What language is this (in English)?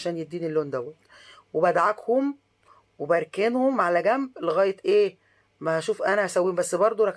Egyptian Arabic